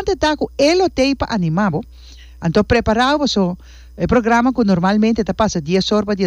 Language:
Papiamento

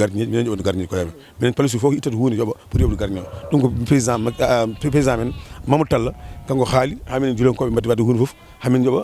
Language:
Fula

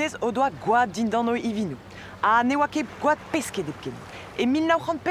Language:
Breton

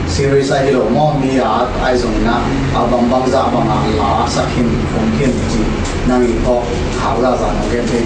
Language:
Tedim Chin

